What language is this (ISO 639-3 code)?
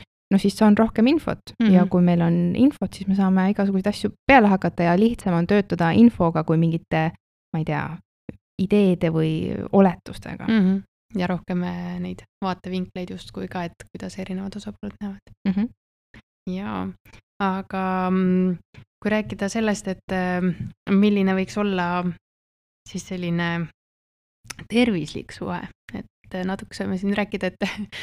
est